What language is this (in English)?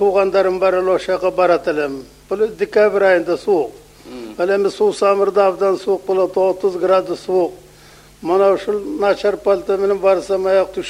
Kyrgyz